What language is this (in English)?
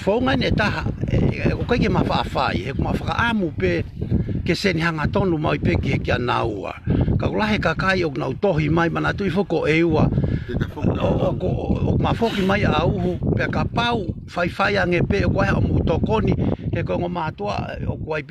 Tongan